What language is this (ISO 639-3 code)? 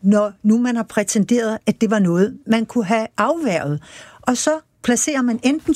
dan